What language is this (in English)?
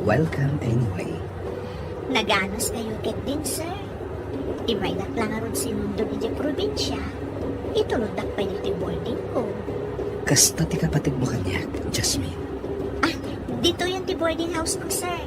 Iloko